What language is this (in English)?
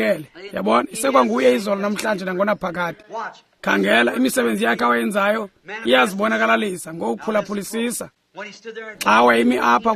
Xhosa